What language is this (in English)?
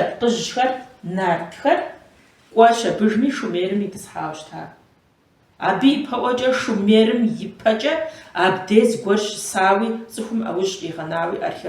Kabardian